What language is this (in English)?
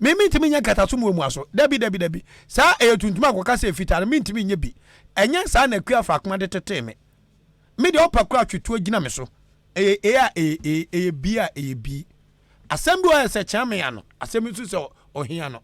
Akan